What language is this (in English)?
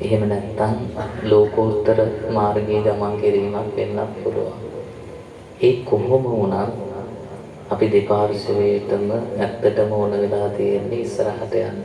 Sinhala